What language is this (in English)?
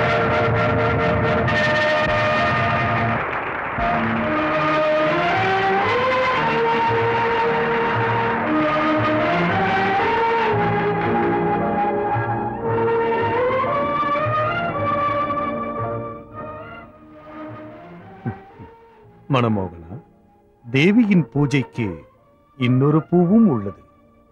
Tamil